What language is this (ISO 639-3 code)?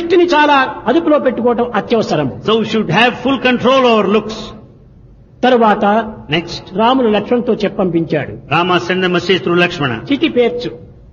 tel